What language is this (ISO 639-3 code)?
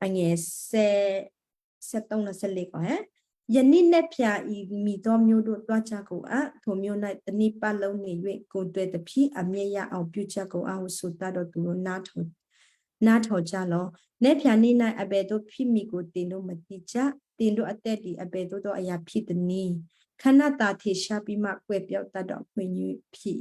kyu